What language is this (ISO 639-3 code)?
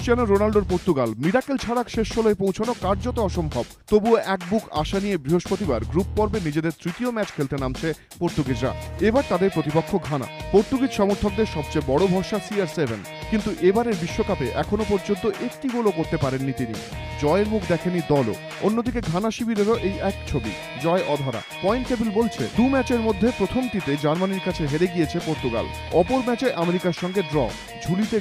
ben